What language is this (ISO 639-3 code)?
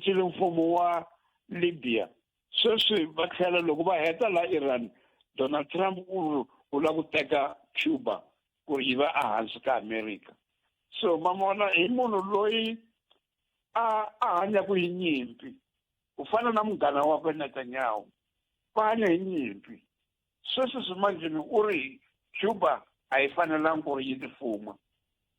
tso